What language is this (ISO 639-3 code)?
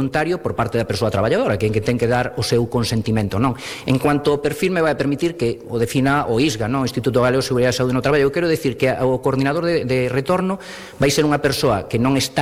glg